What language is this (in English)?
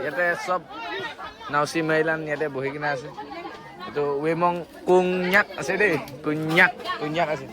Naga Pidgin